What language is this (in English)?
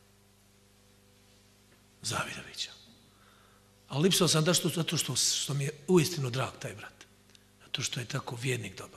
Bosnian